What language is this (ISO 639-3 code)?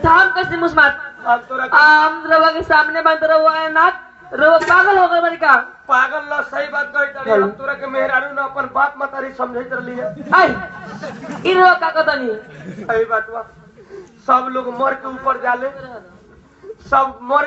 bho